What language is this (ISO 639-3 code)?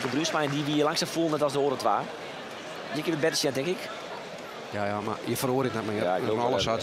fry